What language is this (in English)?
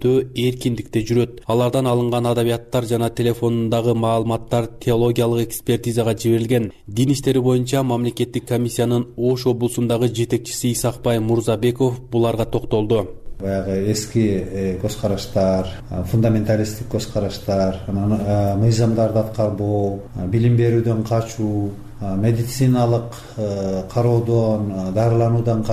Kyrgyz